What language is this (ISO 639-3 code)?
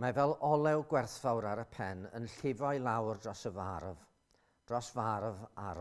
cym